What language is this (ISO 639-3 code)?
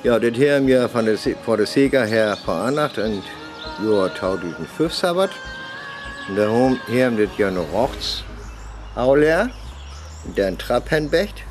frr